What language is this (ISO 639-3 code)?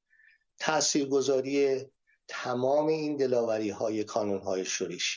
fas